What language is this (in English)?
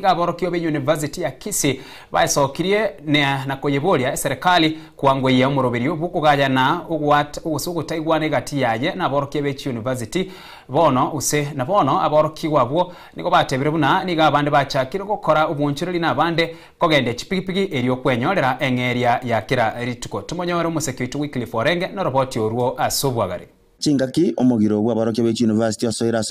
Gusii